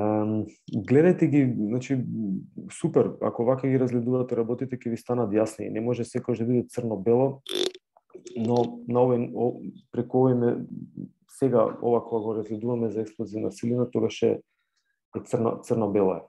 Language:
Macedonian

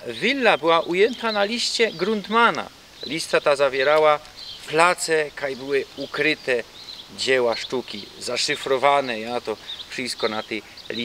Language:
Silesian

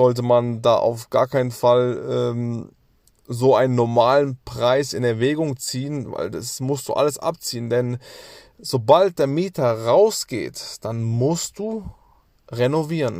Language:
German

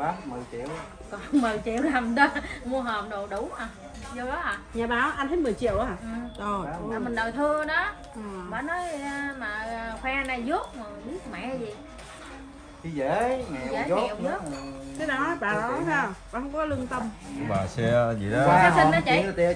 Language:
Vietnamese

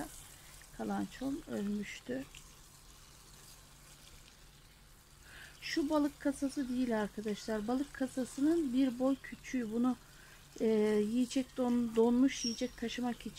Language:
Turkish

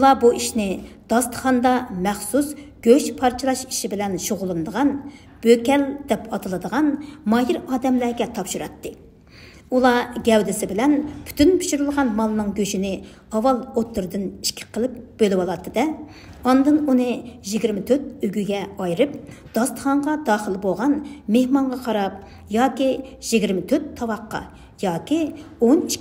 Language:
Uyghur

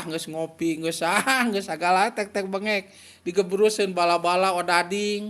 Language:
Sundanese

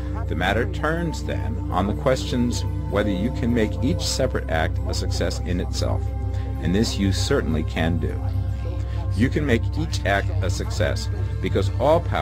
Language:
English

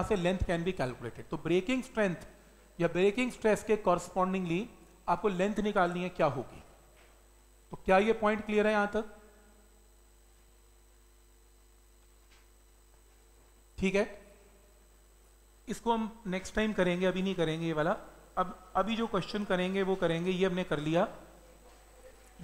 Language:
Hindi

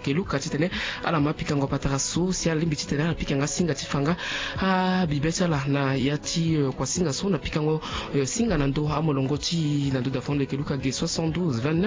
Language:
Sango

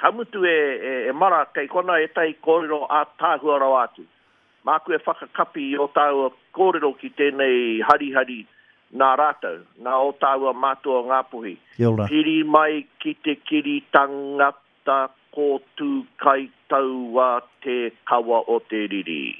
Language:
Māori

